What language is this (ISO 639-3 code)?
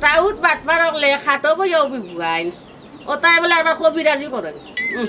syl